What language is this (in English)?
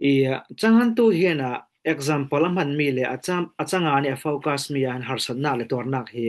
Falam Chin